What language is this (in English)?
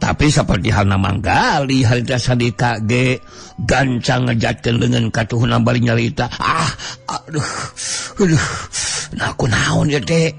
Sundanese